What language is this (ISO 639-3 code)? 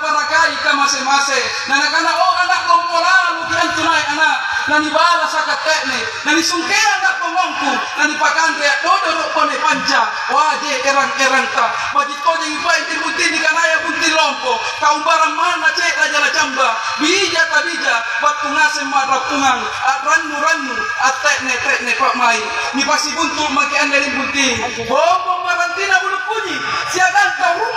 mak